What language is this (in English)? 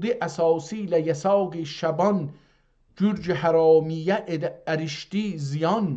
South Azerbaijani